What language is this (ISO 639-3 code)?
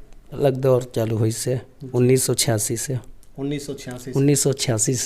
hne